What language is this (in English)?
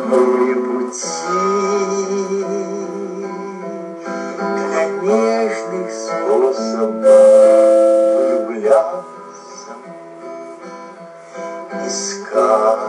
Russian